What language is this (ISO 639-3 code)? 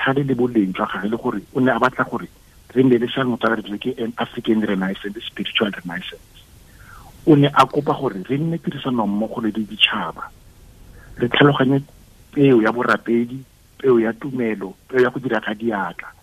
tsn